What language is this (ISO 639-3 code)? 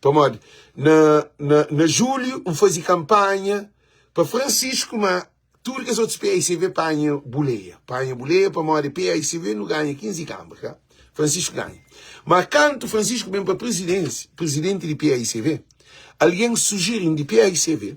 kea